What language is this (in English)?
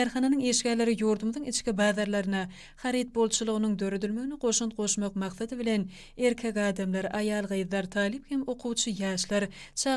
Turkmen